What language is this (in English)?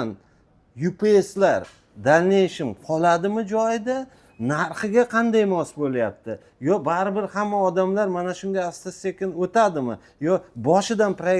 Uzbek